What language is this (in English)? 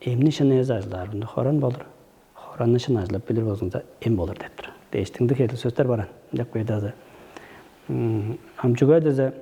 Tuvinian